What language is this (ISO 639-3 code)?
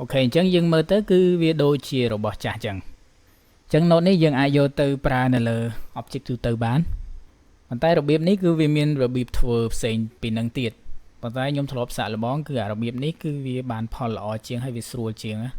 khm